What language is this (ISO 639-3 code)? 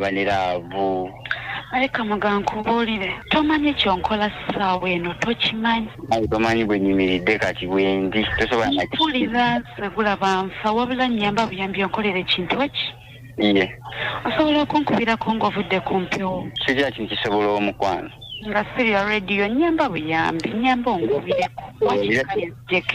lug